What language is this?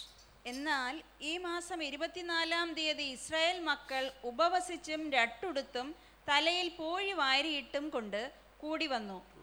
Malayalam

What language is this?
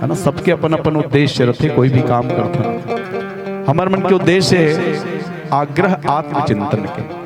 Chhattisgarhi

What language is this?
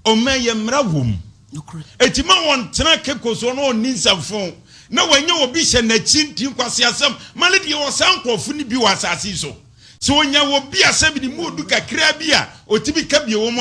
Akan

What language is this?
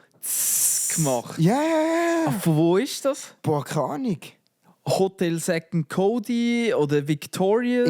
Swiss German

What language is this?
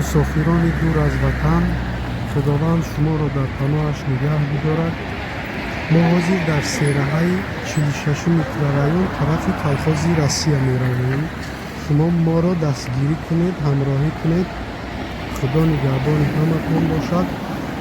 Tajik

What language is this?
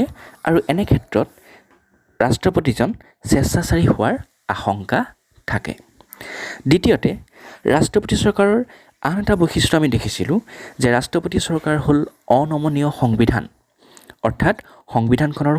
Assamese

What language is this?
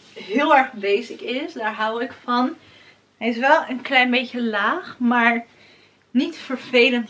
Dutch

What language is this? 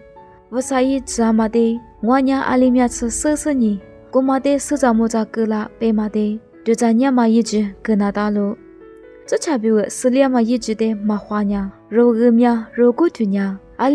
Lisu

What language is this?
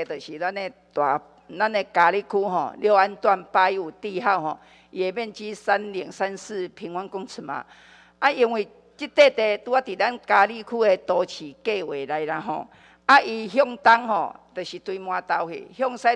Min Nan Chinese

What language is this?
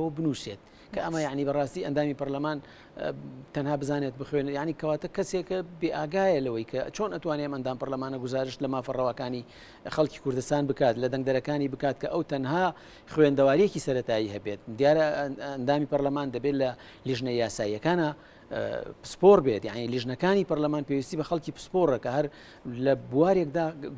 Central Kurdish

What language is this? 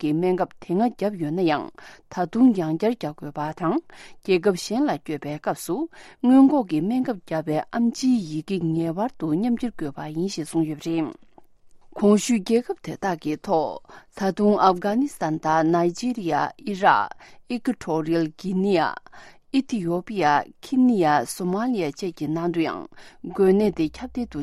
Tibetan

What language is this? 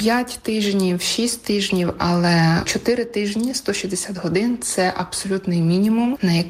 Ukrainian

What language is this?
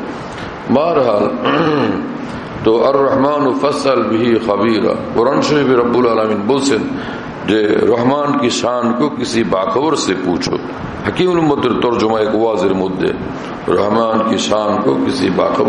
Bangla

